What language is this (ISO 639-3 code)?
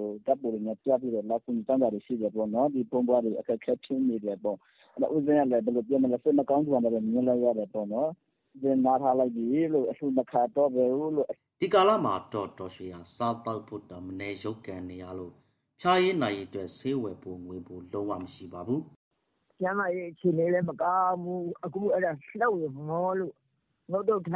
mya